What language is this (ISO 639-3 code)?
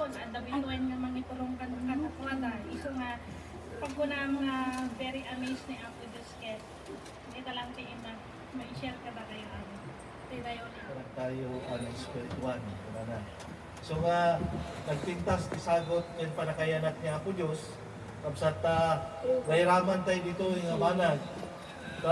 ilo